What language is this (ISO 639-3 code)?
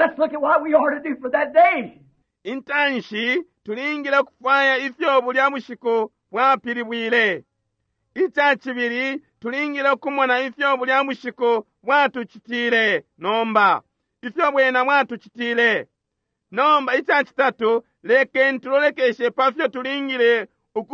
bem